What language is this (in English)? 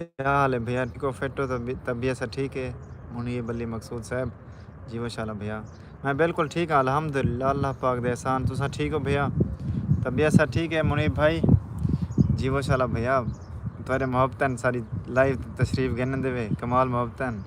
Saraiki